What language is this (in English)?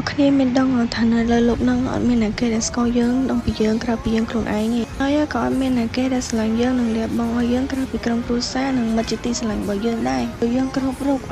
Khmer